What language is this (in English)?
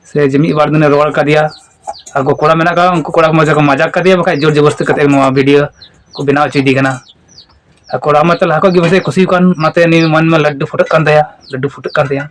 Santali